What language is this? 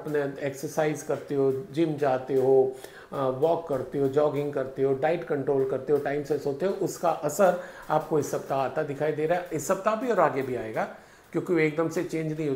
Hindi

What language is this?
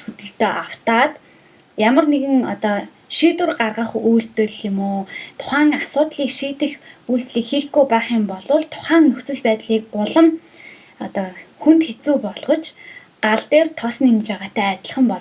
Mongolian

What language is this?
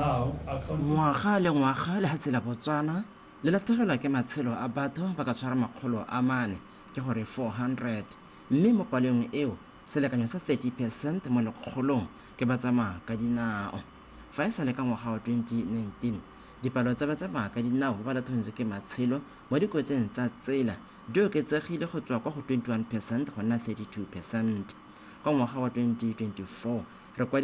Tswana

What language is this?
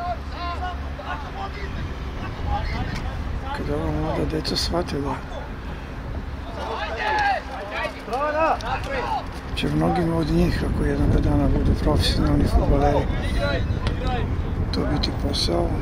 Serbian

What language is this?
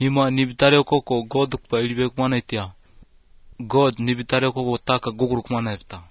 Latvian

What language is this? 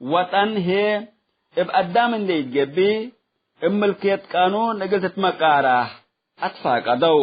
Tigre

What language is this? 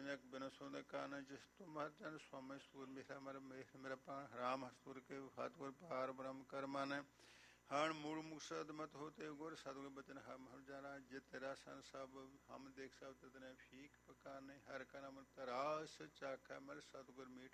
Punjabi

